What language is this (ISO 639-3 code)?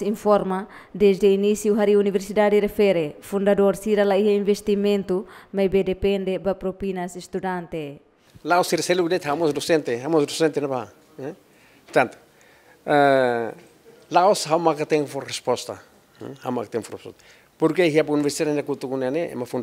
tet